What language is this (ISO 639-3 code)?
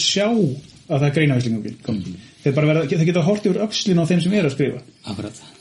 isl